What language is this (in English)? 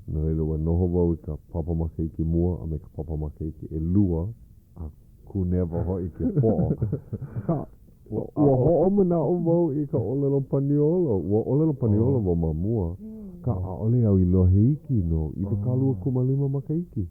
Hawaiian